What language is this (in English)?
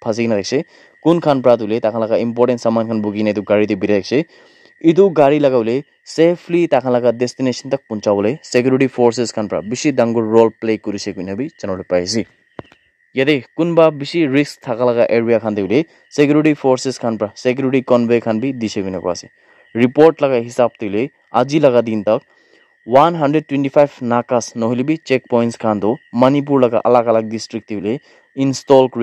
Naga Pidgin